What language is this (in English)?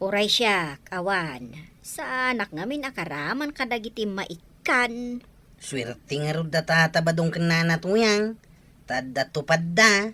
Iloko